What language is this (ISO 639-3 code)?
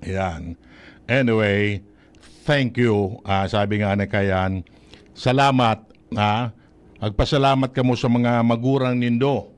bik